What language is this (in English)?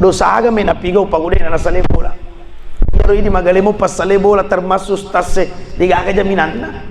Buginese